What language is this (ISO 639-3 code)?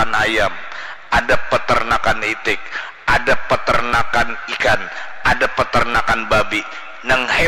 bjn